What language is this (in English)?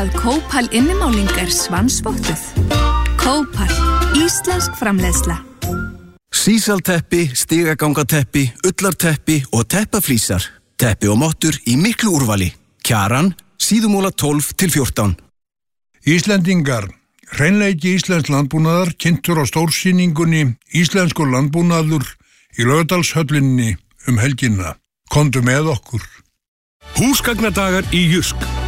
Icelandic